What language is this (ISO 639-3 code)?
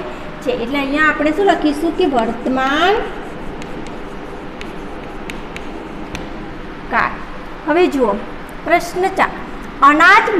guj